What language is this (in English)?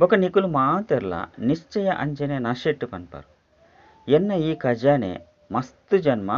Tulu